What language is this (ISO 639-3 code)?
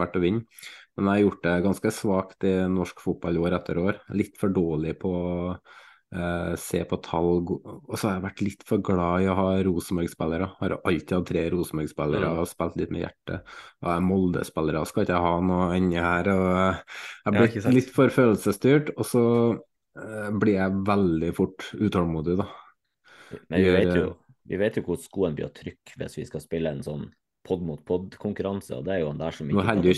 nor